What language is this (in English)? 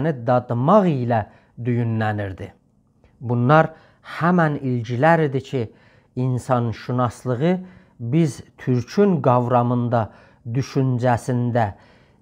South Azerbaijani